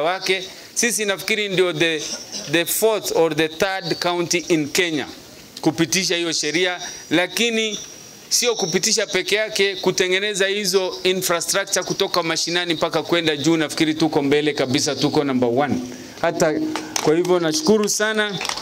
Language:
Swahili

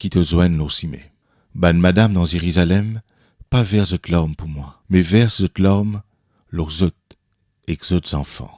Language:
Morisyen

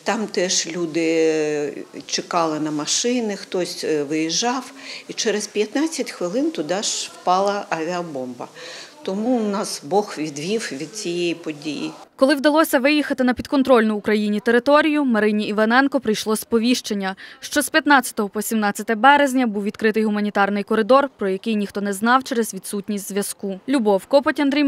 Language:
Ukrainian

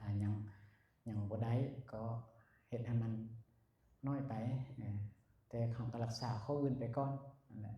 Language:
Lao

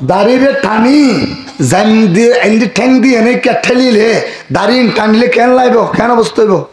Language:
Rohingya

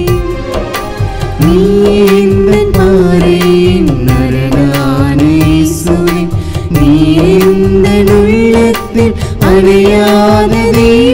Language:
Tamil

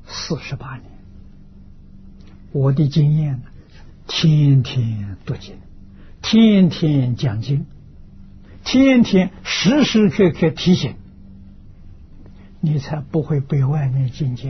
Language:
Chinese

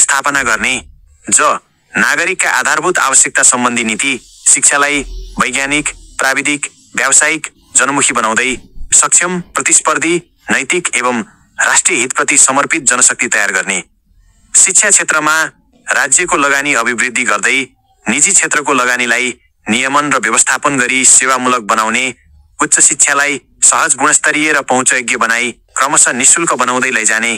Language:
Nepali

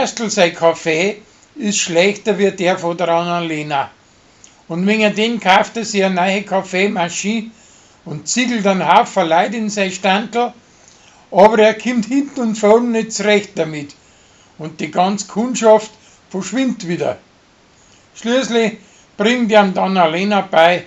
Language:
Bavarian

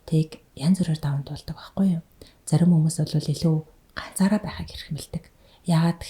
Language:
Mongolian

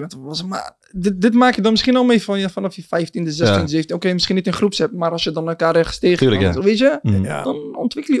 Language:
Dutch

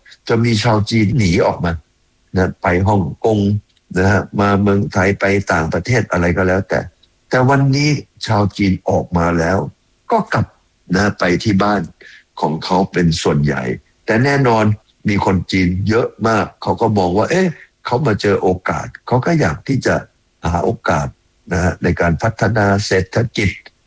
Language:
Thai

